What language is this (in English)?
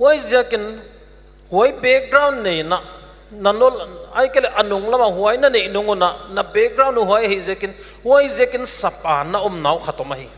Paite Chin